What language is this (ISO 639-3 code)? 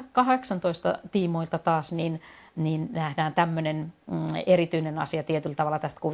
fin